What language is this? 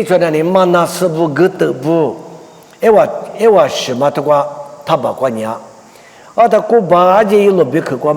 Lisu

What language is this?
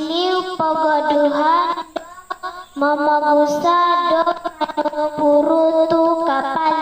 Central Dusun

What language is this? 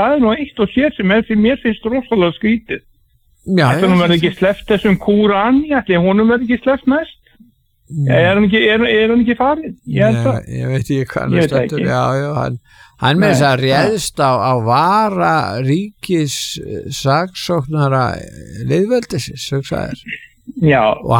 Icelandic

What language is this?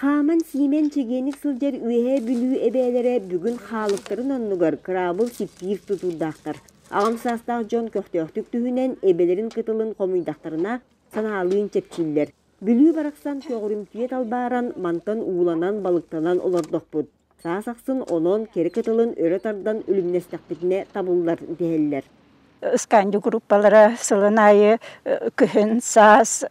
Yakut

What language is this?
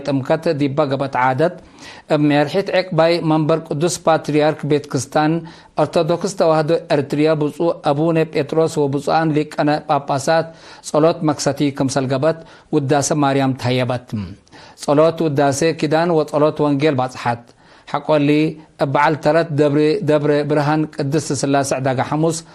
Tigre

